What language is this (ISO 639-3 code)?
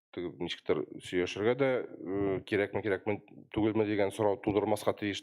tat